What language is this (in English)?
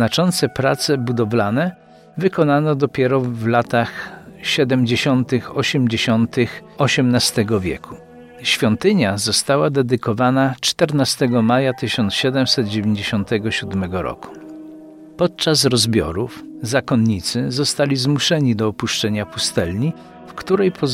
Polish